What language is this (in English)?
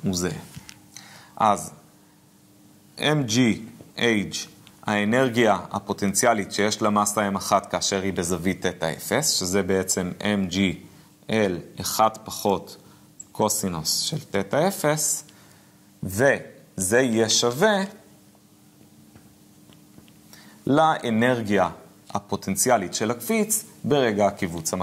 Hebrew